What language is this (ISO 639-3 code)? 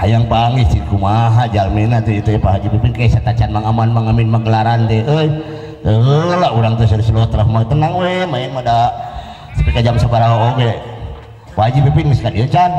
sun